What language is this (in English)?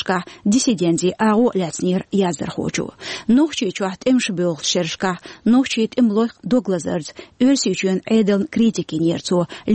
Chechen